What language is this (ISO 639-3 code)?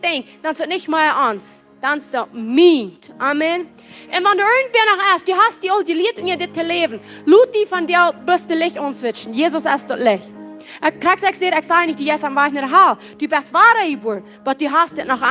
pdt